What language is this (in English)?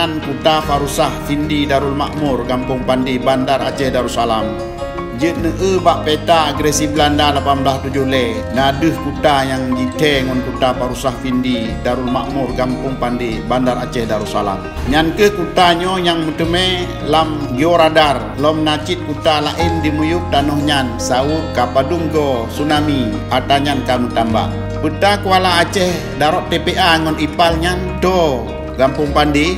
Achinese